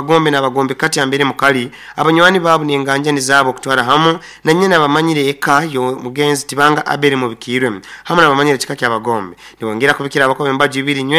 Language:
Nyoro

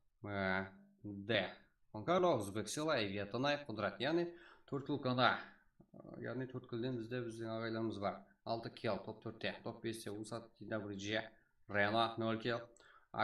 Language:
Kara-Kalpak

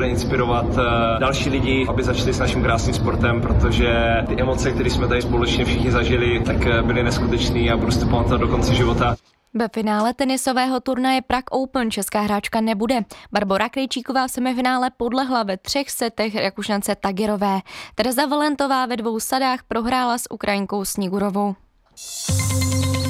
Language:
Czech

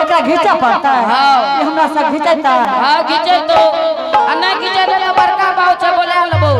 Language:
Angika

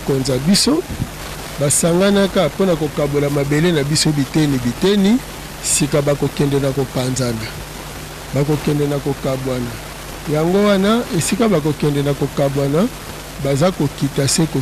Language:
Lingala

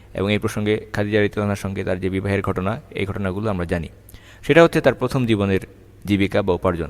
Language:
Bangla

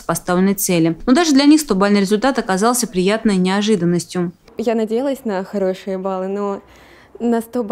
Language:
Russian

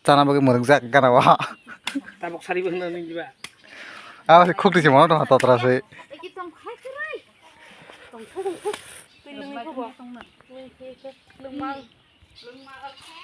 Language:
Kok Borok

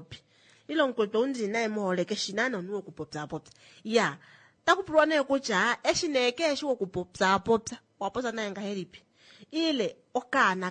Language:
Kuanyama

